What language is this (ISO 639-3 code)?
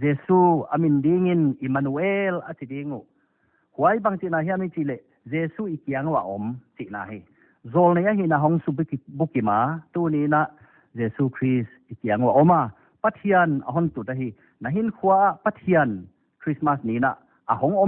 pck